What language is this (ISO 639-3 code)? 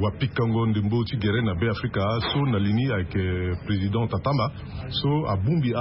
sag